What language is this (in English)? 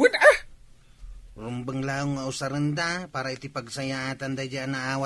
Iloko